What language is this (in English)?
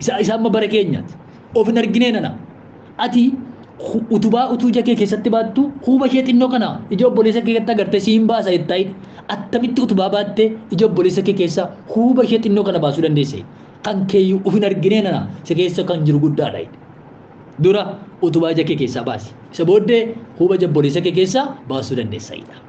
Oromo